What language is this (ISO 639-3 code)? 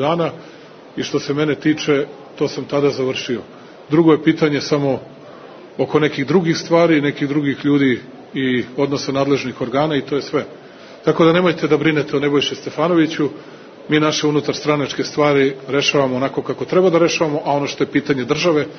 srp